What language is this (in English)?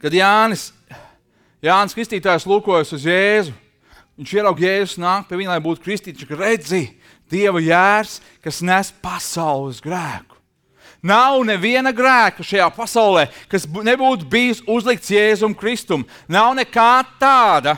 Latvian